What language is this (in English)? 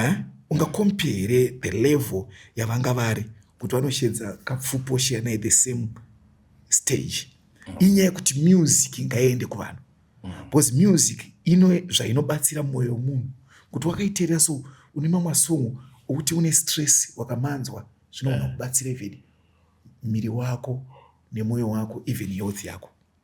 Shona